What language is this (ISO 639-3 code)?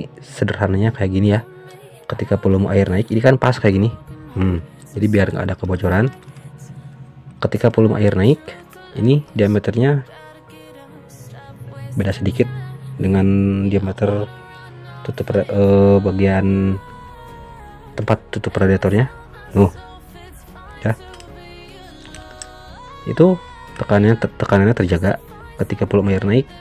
ind